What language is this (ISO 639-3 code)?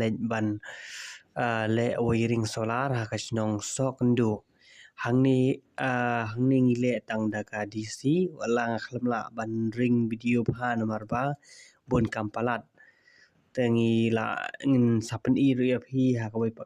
kha